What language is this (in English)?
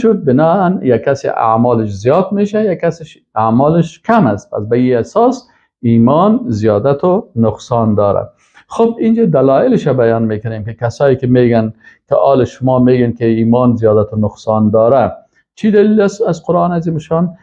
Persian